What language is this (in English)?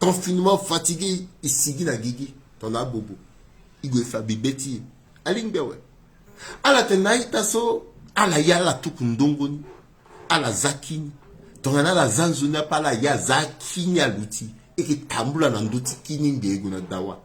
Sango